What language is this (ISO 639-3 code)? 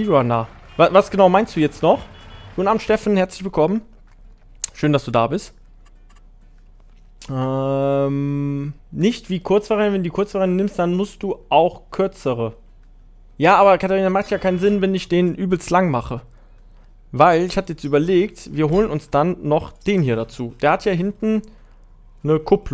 deu